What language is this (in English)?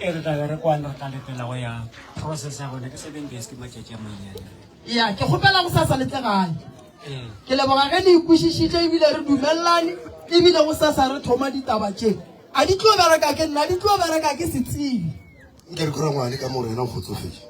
Northern Sotho